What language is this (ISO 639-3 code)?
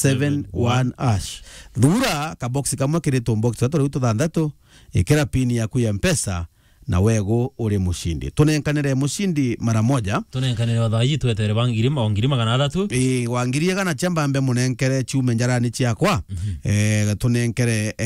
mer